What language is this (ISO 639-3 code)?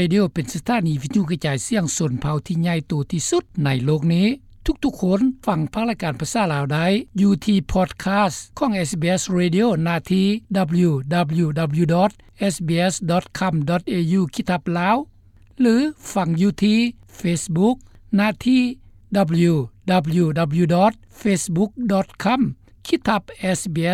lao